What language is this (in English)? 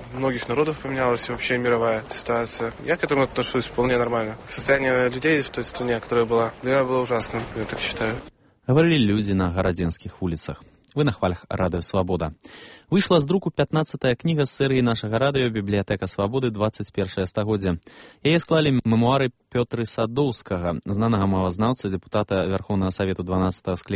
Belarusian